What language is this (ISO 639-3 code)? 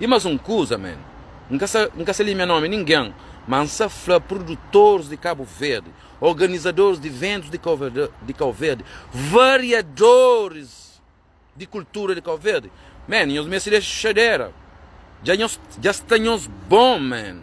kea